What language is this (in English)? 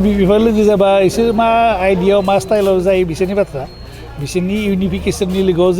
Bodo